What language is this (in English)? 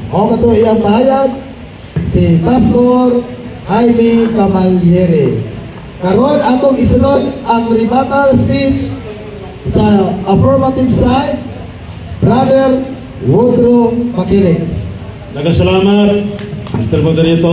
Cebuano